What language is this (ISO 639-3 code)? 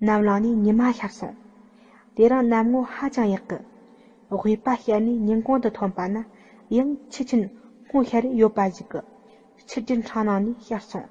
bod